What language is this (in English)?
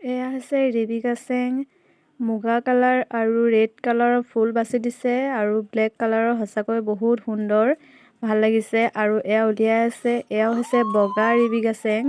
Assamese